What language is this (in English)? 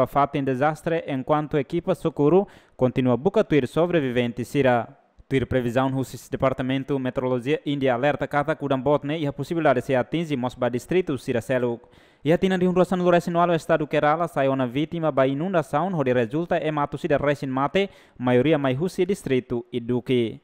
Tetum